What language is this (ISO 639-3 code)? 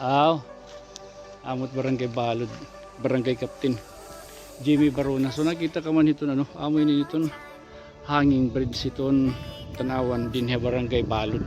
war